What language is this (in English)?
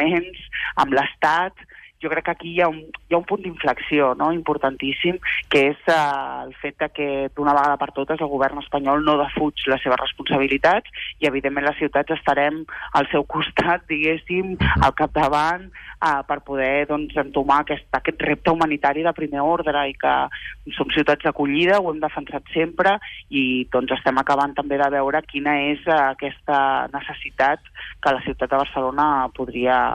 Catalan